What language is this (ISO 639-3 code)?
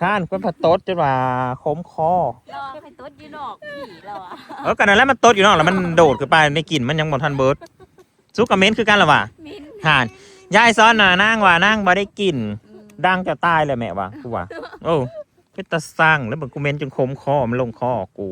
tts